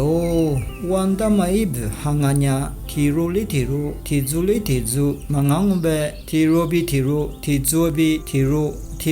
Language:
Lisu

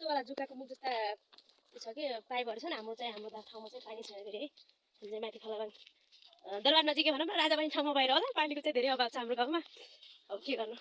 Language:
Nepali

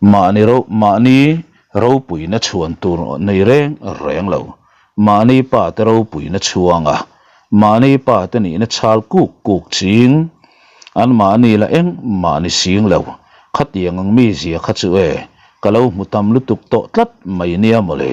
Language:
Mizo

